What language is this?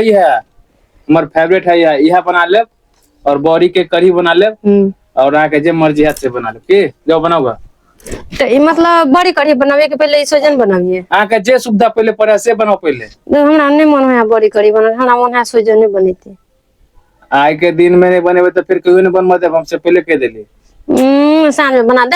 Maithili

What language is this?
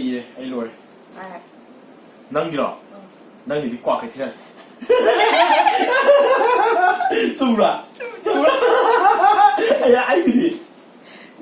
Manipuri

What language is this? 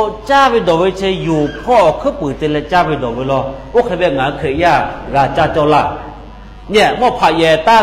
Lahu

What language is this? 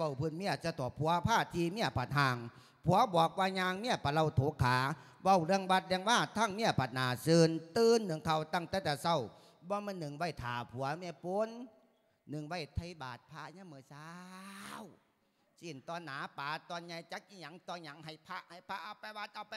Lao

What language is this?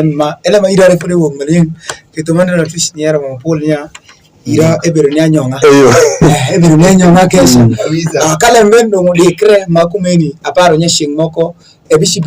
Alur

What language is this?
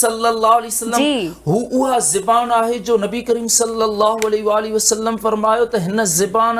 Sindhi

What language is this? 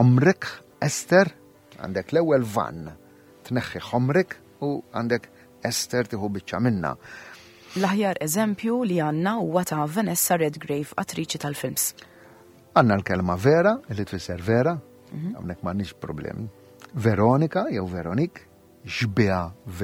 Maltese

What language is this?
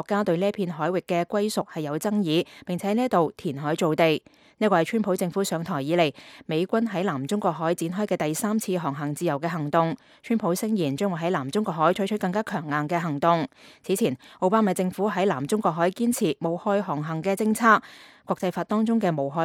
Cantonese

